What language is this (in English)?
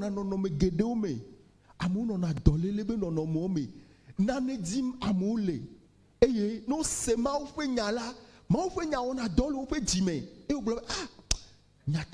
Ewe